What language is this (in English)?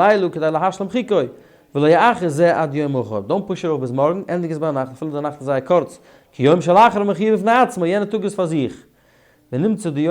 Yiddish